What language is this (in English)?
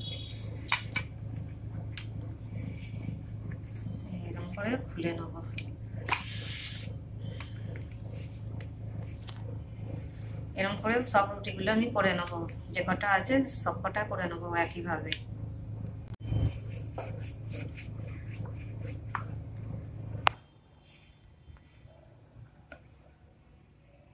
Bangla